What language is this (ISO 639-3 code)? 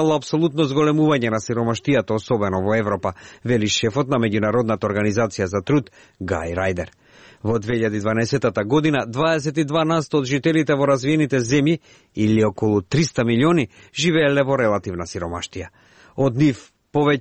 mkd